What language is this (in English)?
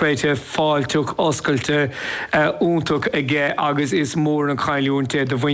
Irish